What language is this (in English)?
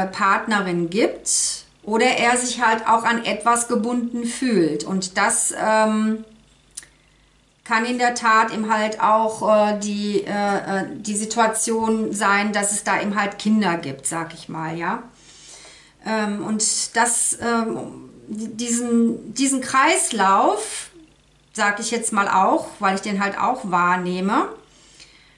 German